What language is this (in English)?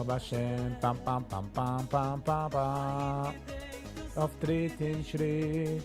Yiddish